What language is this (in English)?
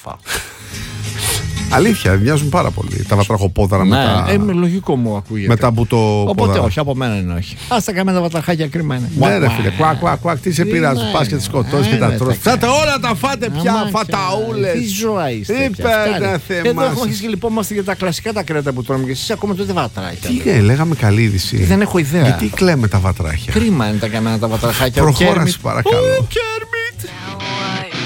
Greek